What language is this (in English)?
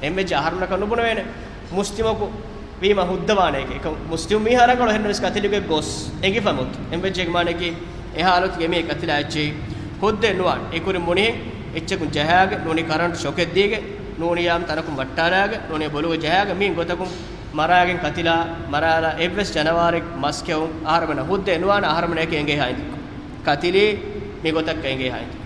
Divehi